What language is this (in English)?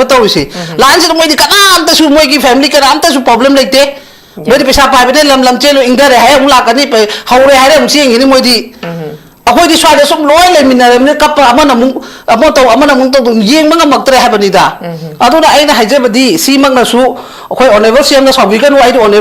Manipuri